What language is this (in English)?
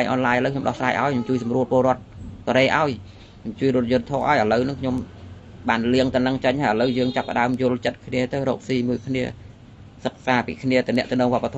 Khmer